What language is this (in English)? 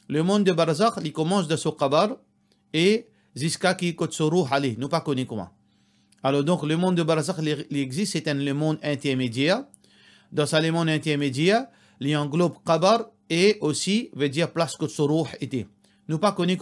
Morisyen